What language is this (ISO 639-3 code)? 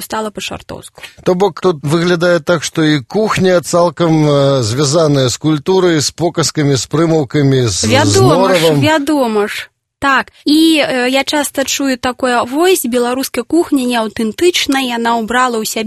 bel